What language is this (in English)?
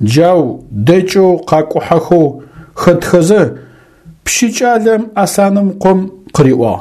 Adyghe